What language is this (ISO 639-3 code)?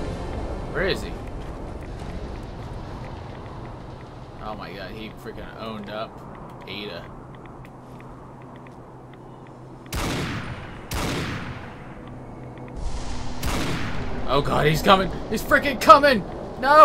eng